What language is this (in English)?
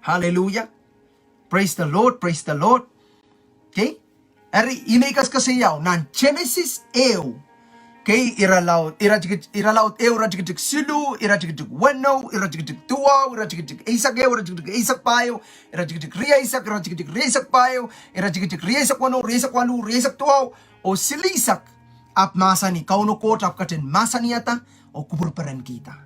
Pohnpeian